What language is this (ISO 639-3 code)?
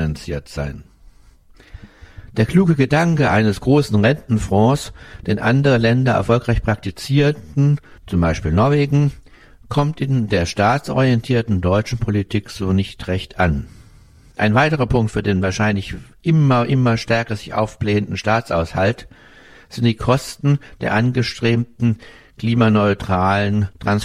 deu